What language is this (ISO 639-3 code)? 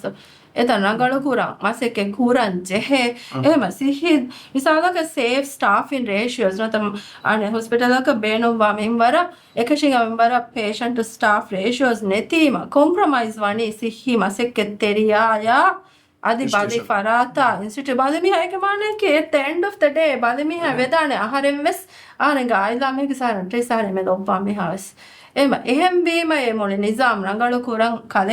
div